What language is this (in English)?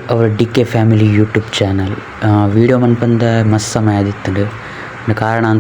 Tulu